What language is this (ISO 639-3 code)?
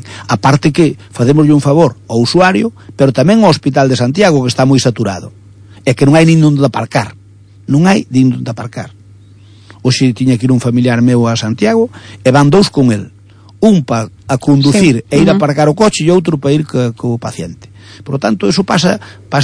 glg